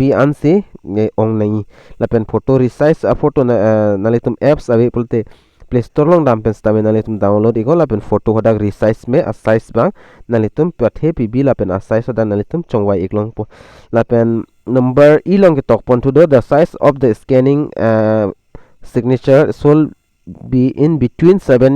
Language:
Karbi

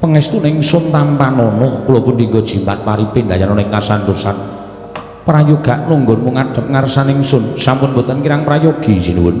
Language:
Javanese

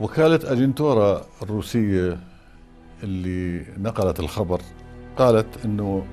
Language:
North Levantine Arabic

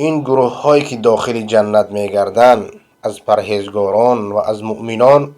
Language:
Persian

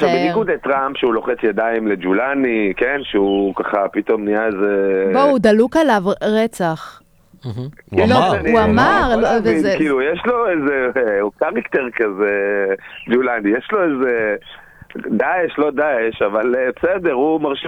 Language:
Hebrew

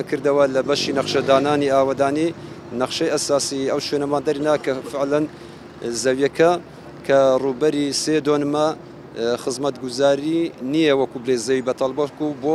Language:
Central Kurdish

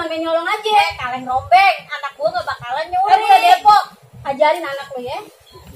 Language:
Betawi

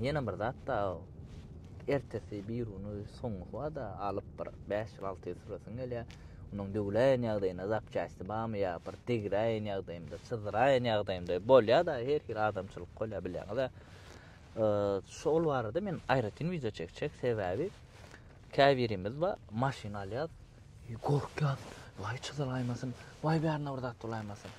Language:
Turkmen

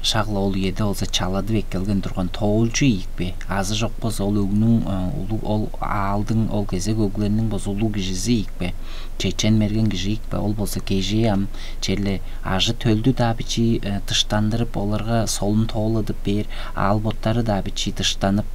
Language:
Tuvinian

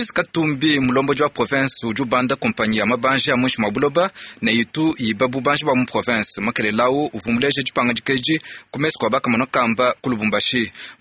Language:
Luba-Lulua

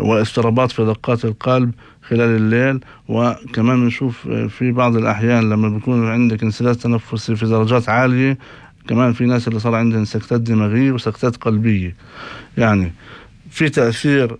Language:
North Levantine Arabic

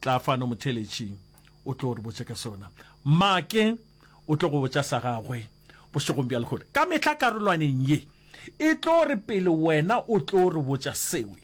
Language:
Northern Sotho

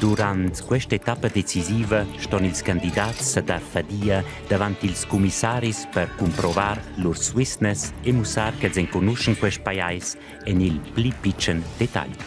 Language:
Romansh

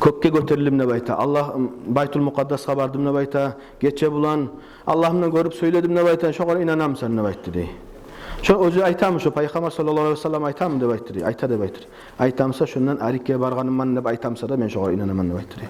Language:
Kumyk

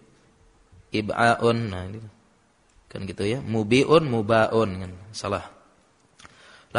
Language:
Indonesian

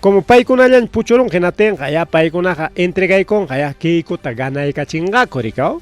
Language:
Ayacucho Quechua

